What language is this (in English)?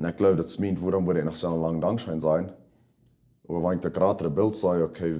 Plautdietsch